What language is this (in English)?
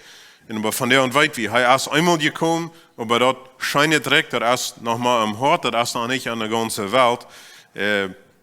Plautdietsch